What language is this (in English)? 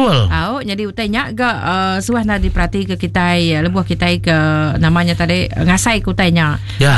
Iban